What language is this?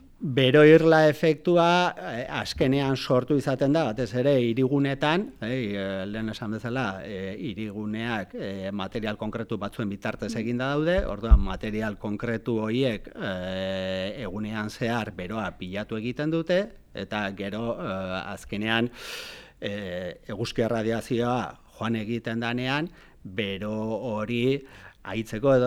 Basque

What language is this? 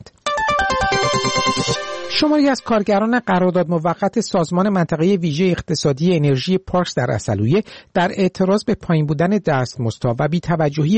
Persian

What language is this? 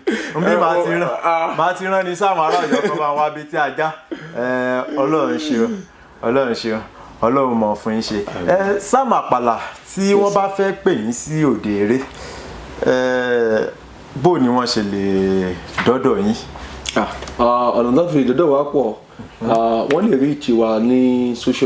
Yoruba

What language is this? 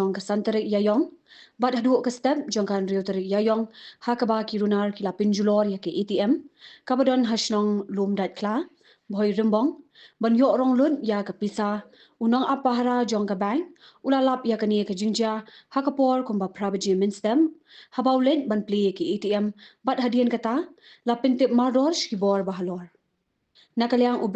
Khasi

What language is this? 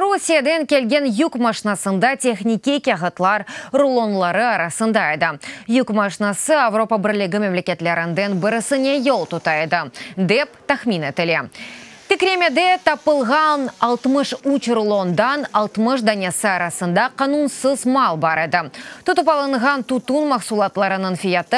Crimean Tatar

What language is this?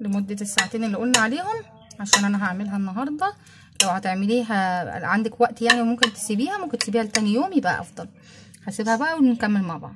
Egyptian Arabic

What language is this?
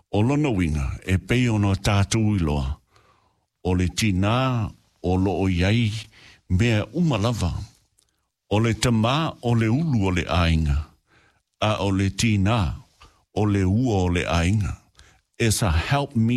Samoan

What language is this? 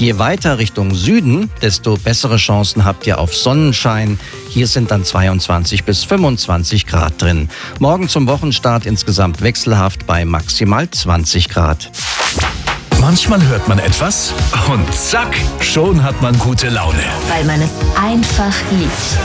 German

